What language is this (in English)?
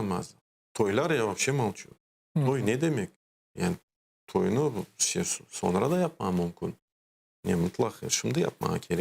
Crimean Tatar